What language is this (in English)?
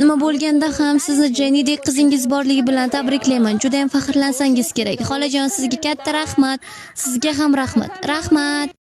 Uzbek